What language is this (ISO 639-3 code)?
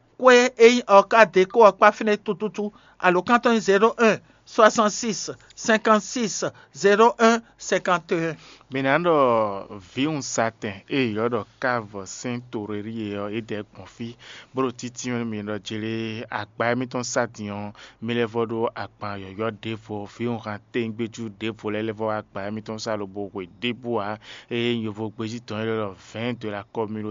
fon